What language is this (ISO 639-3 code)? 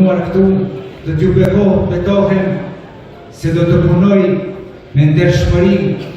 sqi